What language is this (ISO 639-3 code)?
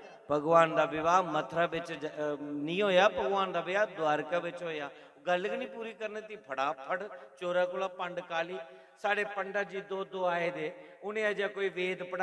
doi